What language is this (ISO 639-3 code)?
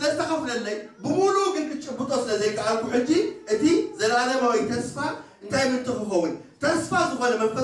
tir